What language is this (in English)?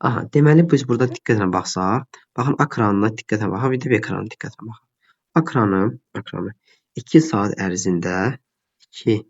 Azerbaijani